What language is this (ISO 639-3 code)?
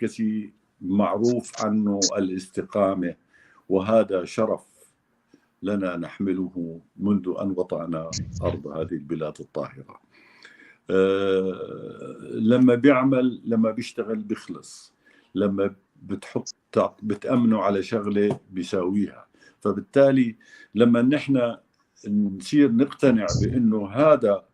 apc